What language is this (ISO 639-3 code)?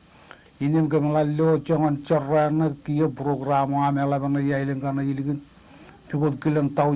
mah